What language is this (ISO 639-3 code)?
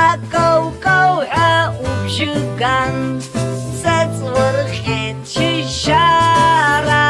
abk